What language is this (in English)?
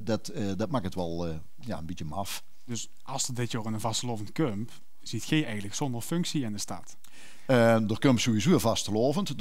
Limburgish